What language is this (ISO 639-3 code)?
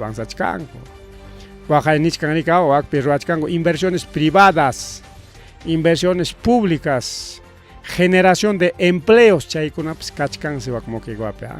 quy